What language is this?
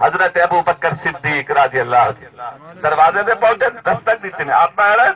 Saraiki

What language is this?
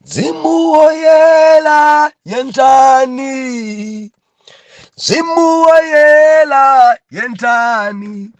Nyanja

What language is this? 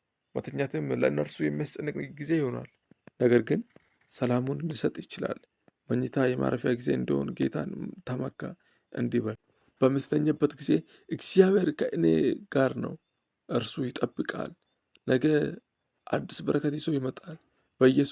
Amharic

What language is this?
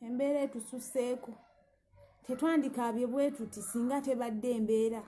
Ganda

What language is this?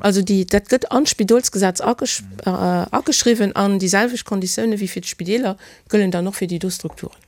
Luxembourgish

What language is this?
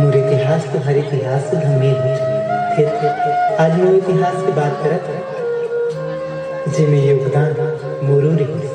Chhattisgarhi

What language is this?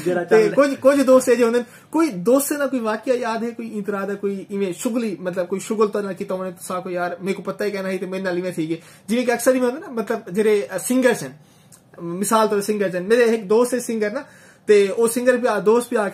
Saraiki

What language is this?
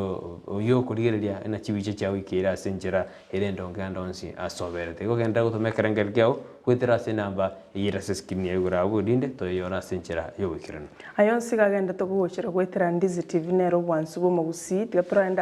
Gusii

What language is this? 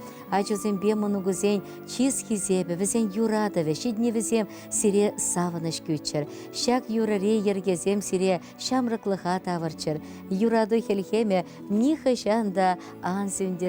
Chuvash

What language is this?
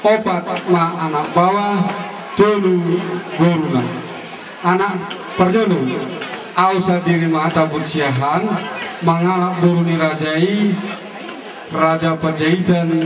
Batak Toba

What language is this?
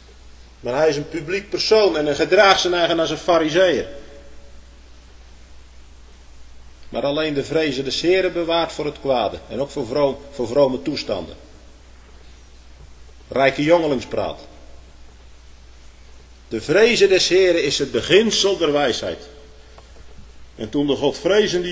Dutch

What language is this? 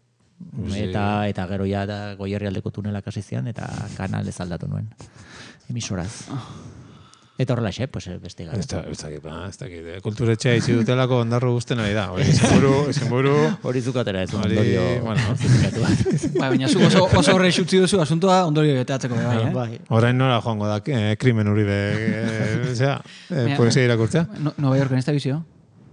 Basque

